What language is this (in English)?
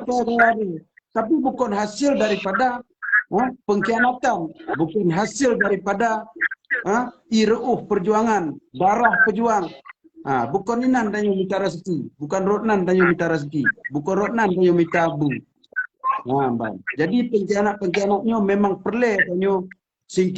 Achinese